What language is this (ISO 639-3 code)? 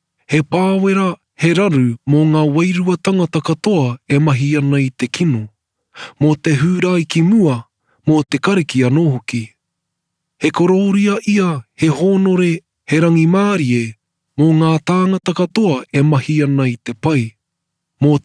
mri